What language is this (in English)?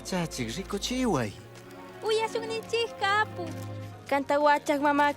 Chimborazo Highland Quichua